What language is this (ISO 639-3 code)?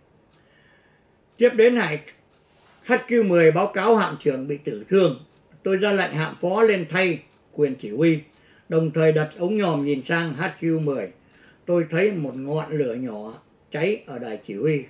vie